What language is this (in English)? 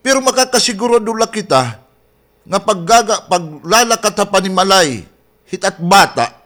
Waray